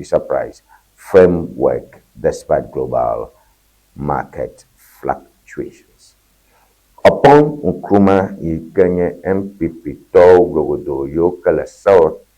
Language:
Ewe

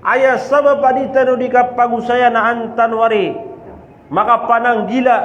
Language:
Maranao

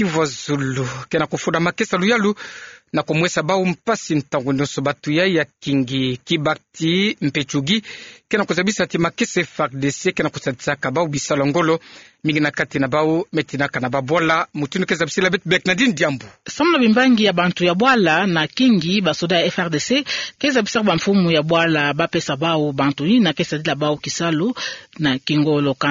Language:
Kituba (Democratic Republic of Congo)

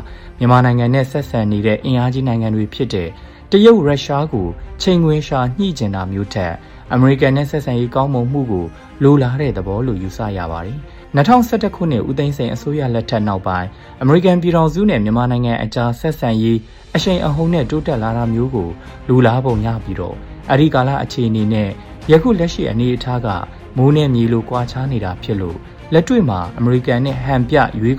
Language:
Burmese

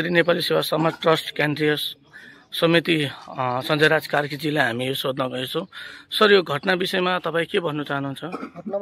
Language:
Nepali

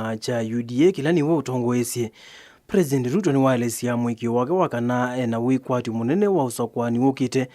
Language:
Kamba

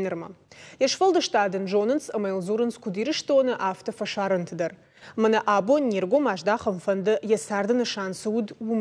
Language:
Ossetic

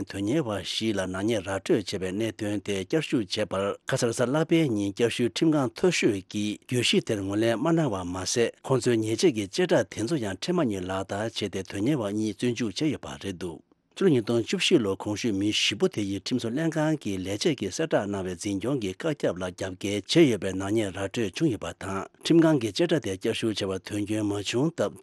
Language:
Tibetan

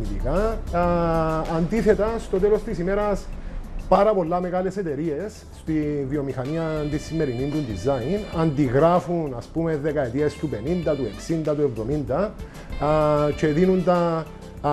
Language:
Greek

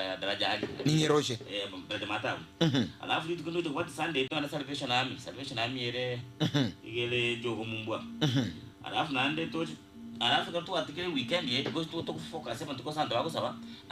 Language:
Gusii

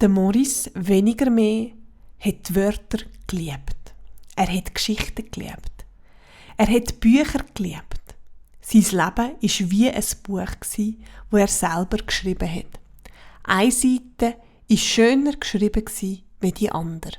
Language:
Swiss German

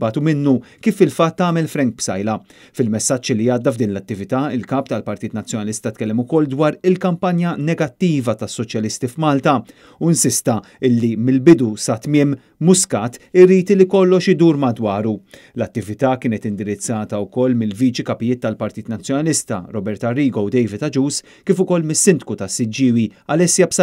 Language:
Maltese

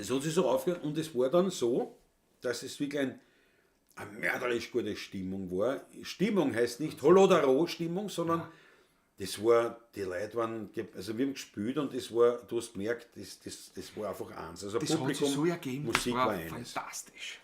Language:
Bavarian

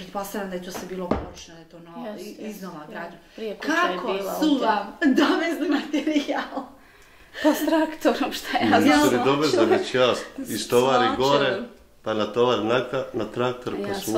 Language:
Bosnian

